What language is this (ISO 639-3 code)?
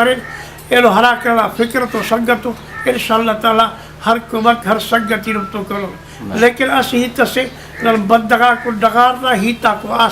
brh